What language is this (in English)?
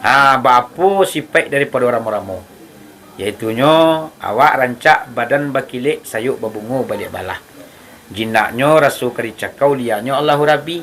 Minangkabau